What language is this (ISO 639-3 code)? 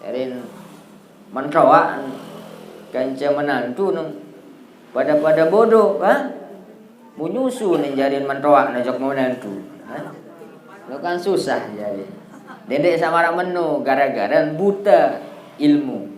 sas